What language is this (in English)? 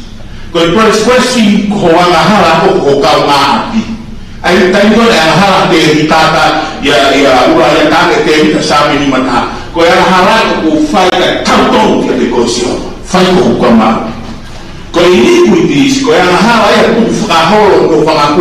Tongan